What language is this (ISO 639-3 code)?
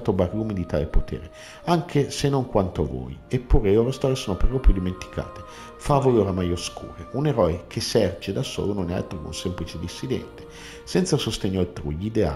ita